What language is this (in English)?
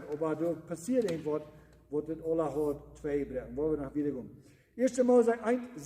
Plautdietsch